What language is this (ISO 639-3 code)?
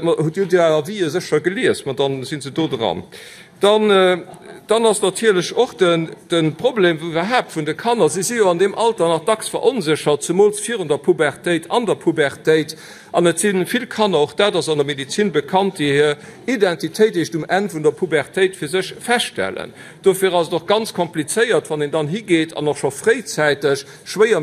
ltz